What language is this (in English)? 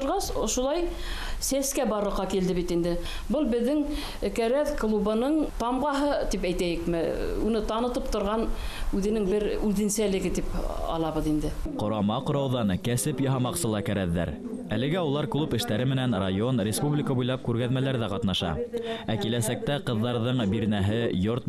Bashkir